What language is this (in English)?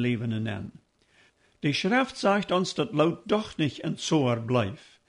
Plautdietsch